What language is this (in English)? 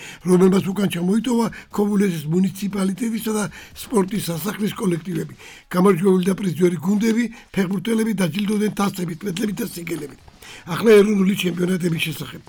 Georgian